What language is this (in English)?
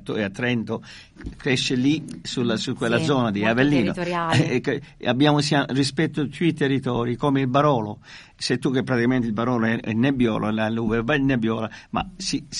Italian